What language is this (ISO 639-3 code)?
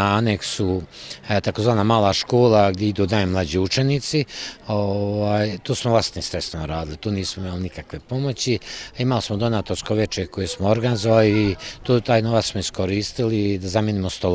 bos